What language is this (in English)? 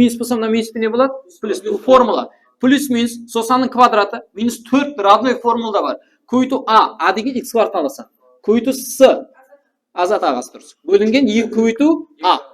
Kara-Kalpak